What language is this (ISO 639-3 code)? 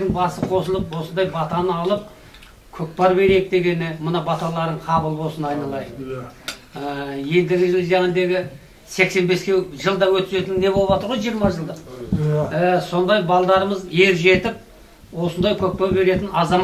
kaz